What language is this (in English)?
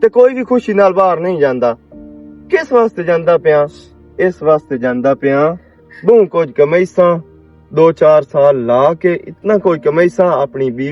Western Panjabi